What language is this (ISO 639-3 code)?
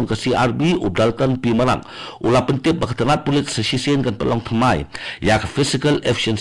kha